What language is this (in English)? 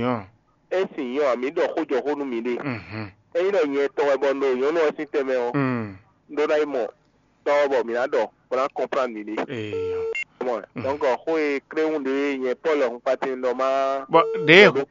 Fon